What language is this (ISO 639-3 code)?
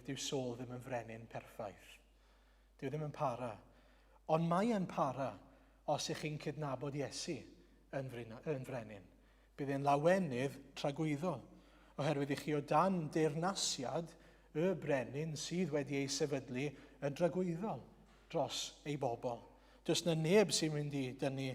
cym